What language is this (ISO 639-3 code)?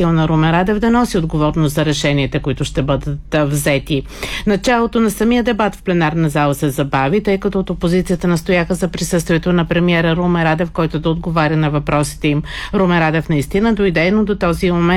bul